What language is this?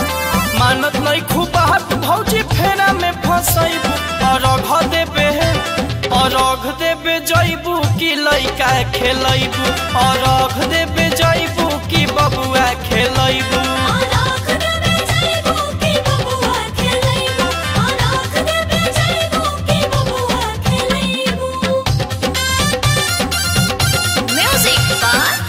Bhojpuri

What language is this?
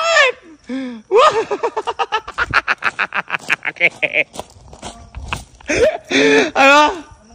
Filipino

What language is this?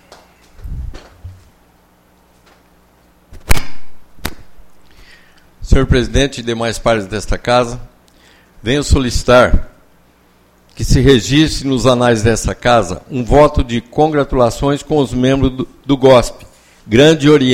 Portuguese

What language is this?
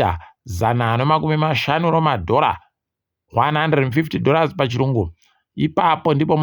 Ndau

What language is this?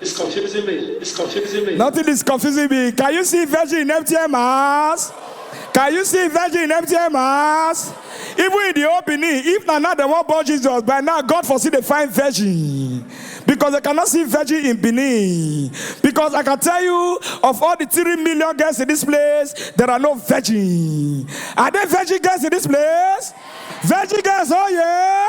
Nigerian Pidgin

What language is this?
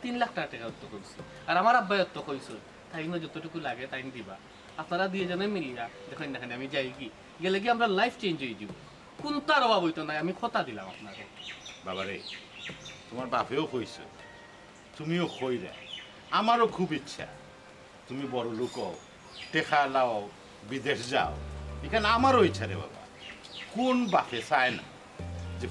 Sylheti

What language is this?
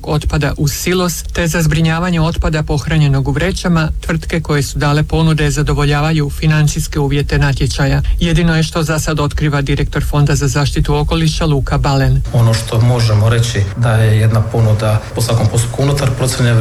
Croatian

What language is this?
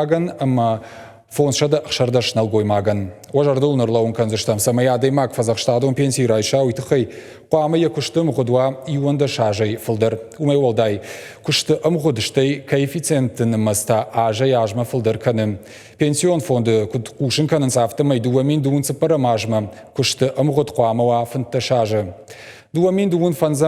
Ossetic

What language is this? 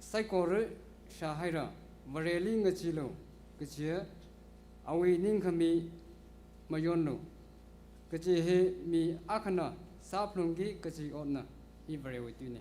Tangkhul Naga (India)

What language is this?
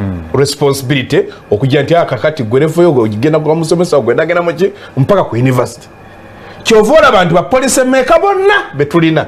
Ganda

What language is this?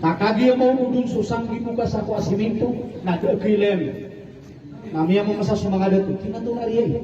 Maranao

